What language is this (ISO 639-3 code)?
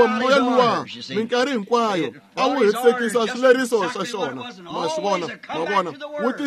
tso